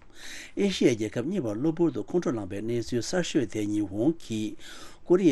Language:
Tibetan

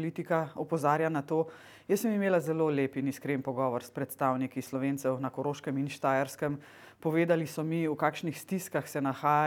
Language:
Slovenian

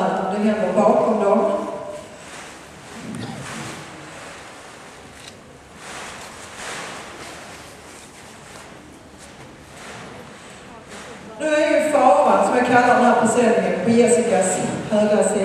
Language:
Swedish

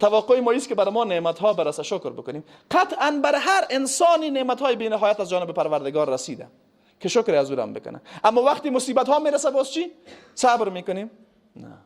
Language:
Persian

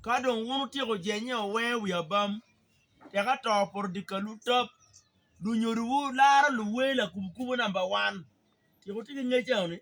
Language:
Acoli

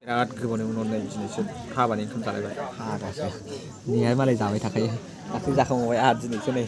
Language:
Bodo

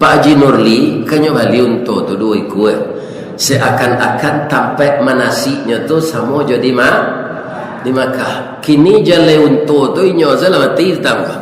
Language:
Minangkabau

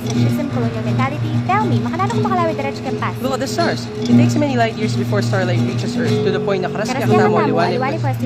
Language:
Pampanga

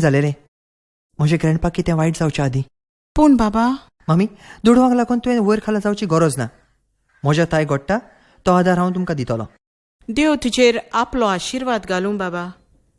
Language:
Konkani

